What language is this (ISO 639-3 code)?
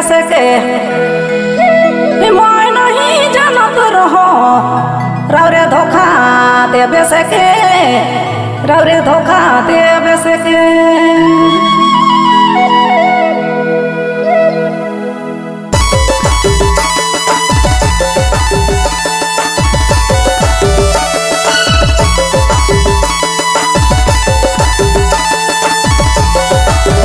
bho